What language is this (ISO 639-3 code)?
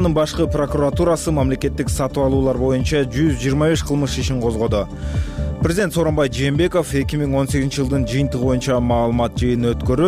kir